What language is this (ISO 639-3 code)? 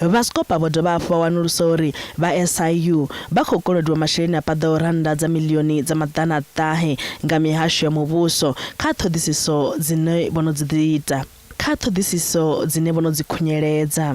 ven